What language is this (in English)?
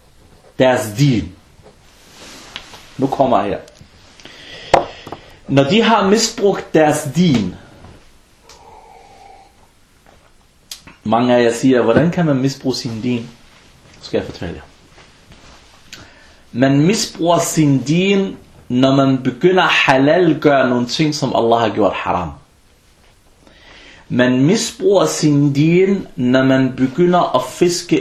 Danish